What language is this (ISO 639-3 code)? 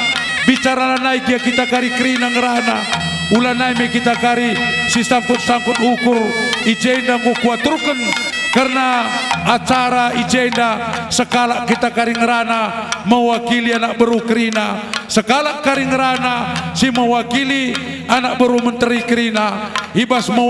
btx